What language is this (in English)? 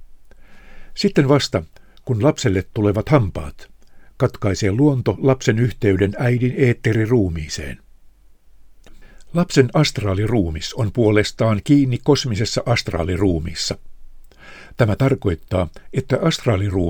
Finnish